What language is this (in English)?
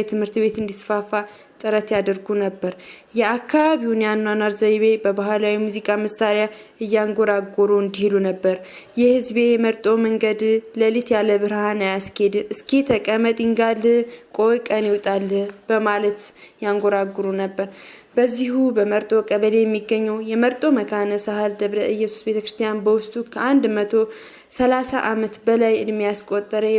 Amharic